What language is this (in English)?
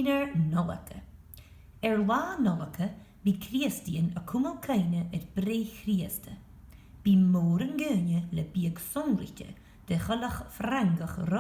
Scottish Gaelic